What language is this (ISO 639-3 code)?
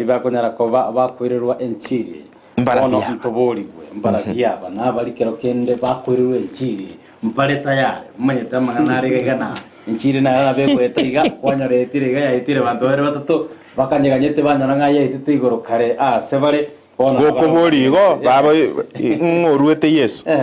guz